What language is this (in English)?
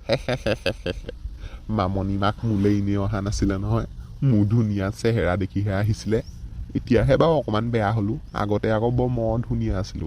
Assamese